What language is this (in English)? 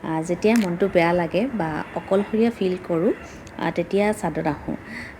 Assamese